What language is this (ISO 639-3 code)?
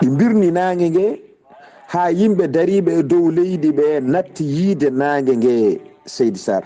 ful